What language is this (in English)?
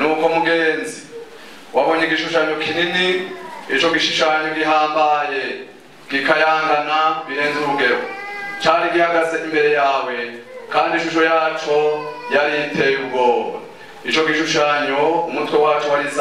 Rundi